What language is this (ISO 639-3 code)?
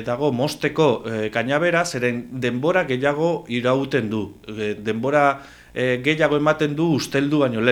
eus